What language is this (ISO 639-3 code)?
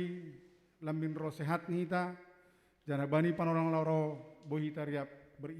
bts